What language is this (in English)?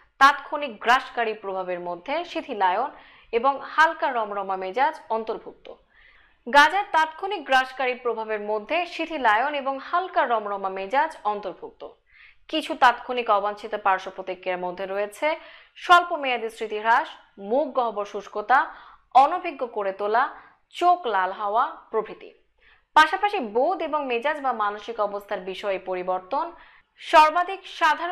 Bangla